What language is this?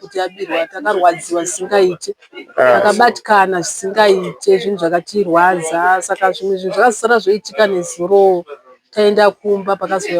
Shona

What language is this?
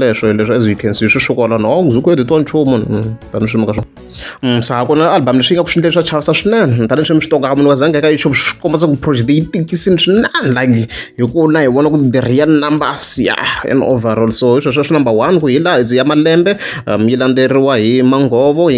Tsonga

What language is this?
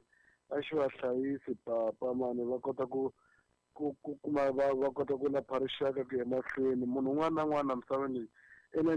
Tsonga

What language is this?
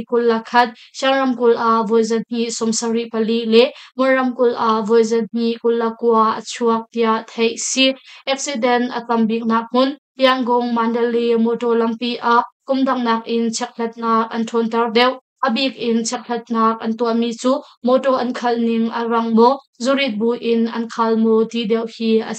Hakha Chin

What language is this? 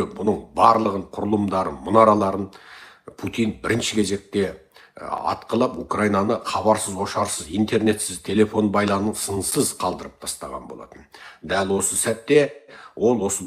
Kazakh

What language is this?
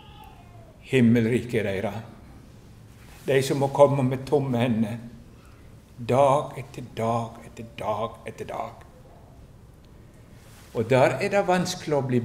Norwegian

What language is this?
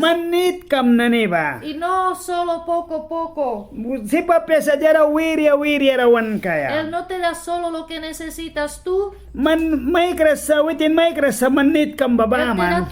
Mískito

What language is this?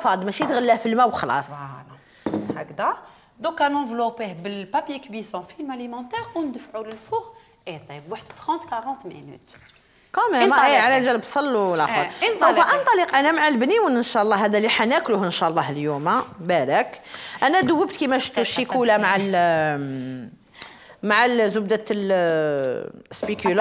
Algerian Arabic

